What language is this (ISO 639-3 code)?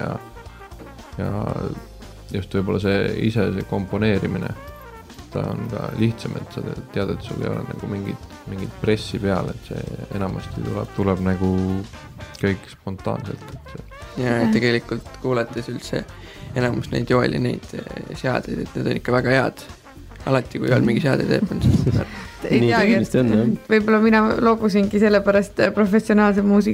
est